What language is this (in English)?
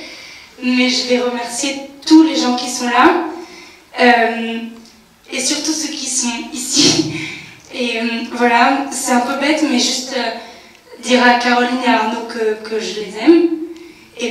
French